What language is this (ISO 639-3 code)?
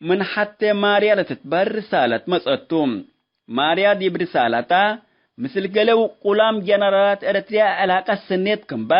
tig